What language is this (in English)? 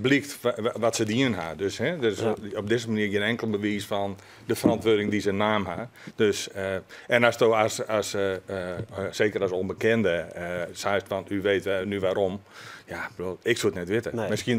Western Frisian